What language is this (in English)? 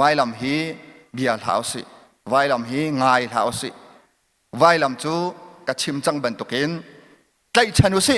Hakha Chin